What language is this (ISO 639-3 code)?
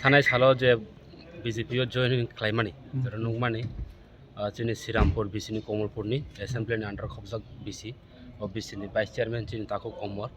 trp